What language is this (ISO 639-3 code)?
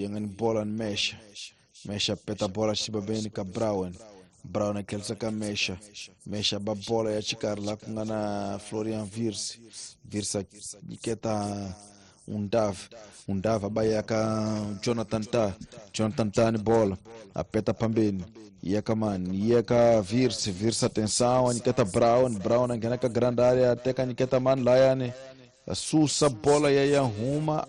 tso